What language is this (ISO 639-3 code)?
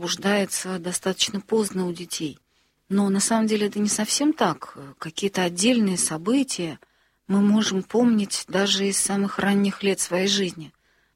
rus